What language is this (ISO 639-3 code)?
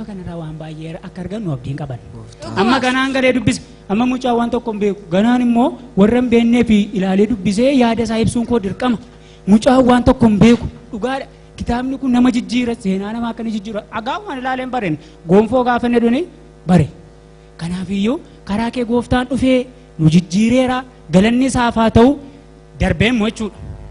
orm